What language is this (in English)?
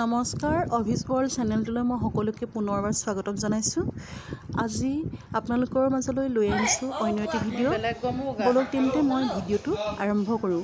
Assamese